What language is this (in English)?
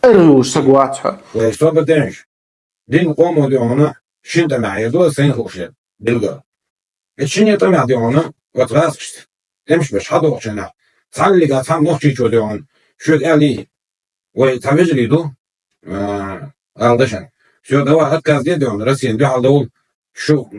Chechen